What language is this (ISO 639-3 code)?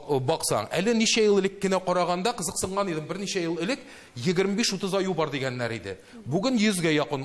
tat